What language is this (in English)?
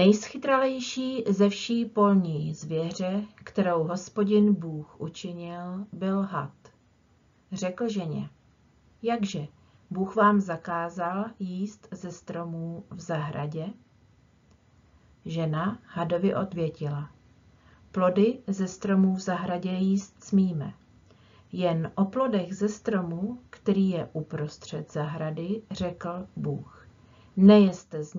Czech